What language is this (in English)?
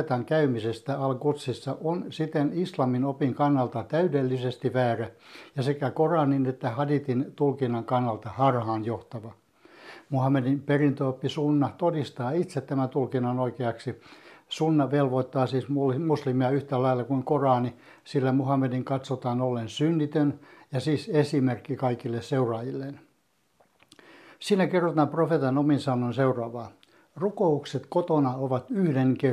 Finnish